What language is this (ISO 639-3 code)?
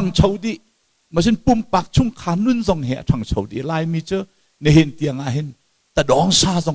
cnh